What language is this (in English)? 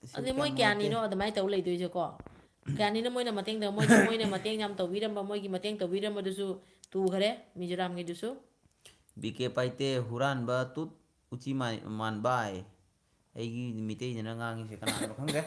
Manipuri